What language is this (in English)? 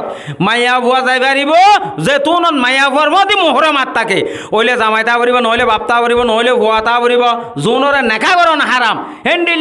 Rohingya